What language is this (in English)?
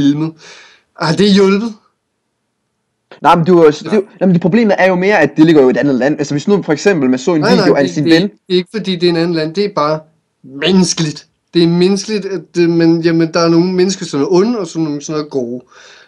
Danish